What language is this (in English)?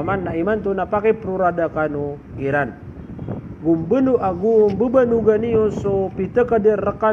Maranao